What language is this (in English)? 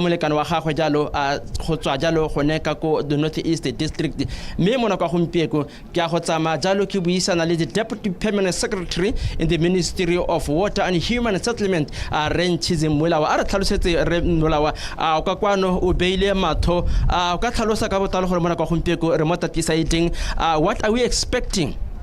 Tswana